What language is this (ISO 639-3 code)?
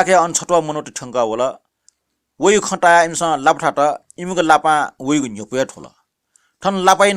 new